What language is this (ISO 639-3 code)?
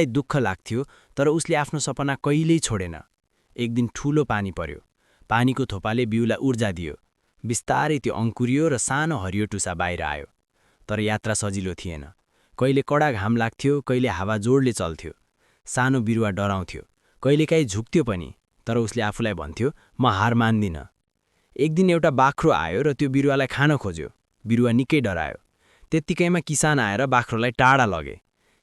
nep